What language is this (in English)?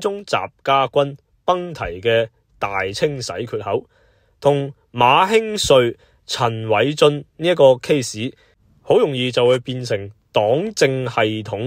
Cantonese